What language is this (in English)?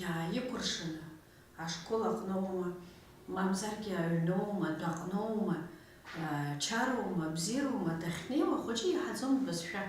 Abkhazian